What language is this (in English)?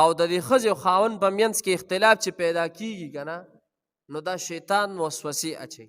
Pashto